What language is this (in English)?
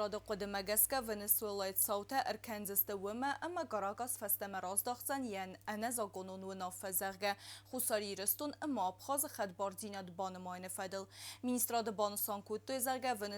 Ossetic